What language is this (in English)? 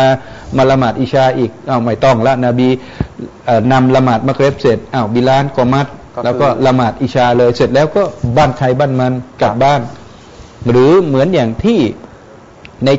Thai